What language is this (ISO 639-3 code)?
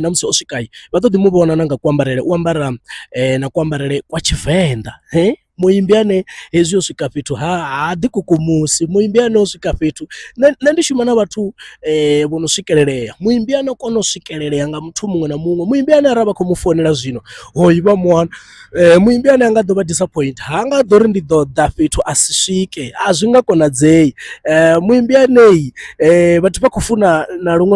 ven